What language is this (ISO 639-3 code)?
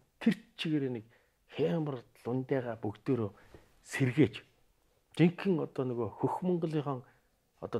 mon